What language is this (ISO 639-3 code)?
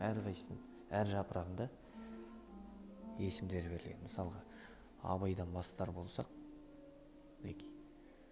kaz